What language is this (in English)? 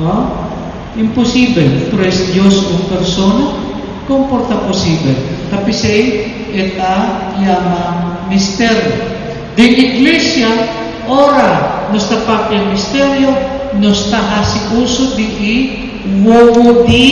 Papiamento